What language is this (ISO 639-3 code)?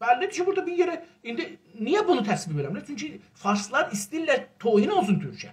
azb